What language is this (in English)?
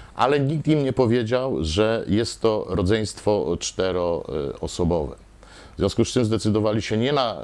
Polish